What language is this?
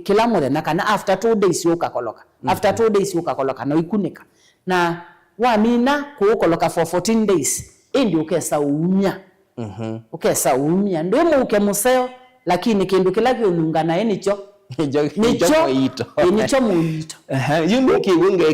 Kamba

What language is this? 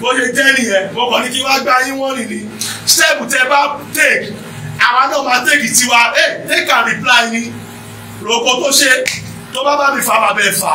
Yoruba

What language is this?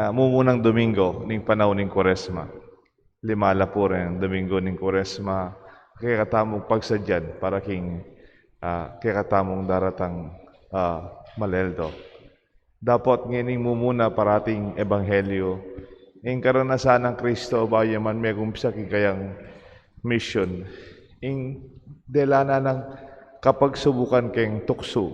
Pampanga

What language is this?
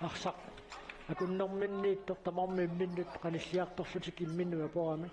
Kalaallisut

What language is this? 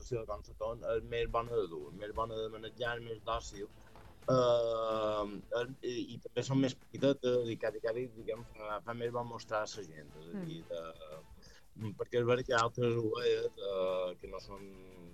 Catalan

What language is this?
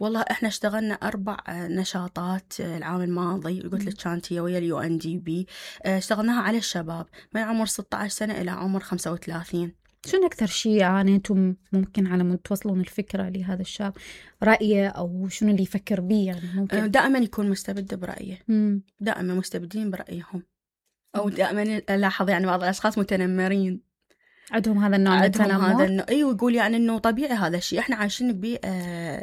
Mesopotamian Arabic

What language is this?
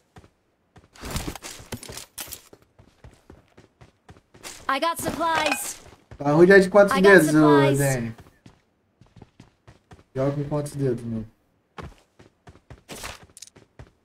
Portuguese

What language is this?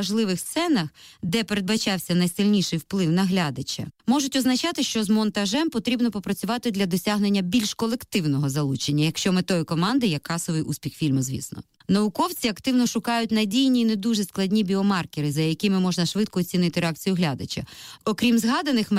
Ukrainian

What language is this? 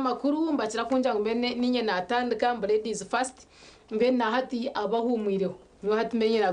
Nyankole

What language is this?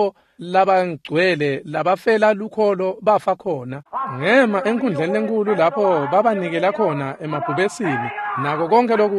Swati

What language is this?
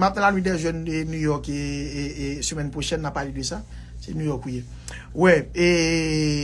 Haitian Creole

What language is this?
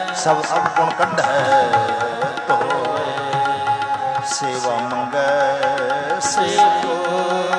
Punjabi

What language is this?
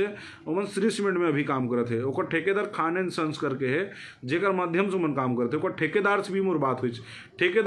Chhattisgarhi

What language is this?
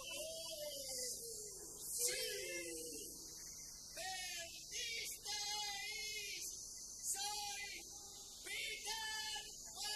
Spanish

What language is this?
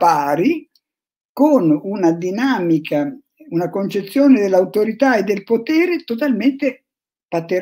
Italian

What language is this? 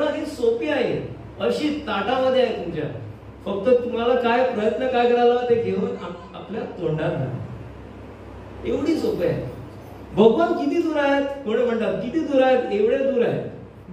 Marathi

